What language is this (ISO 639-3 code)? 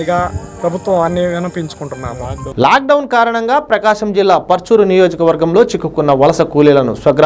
tel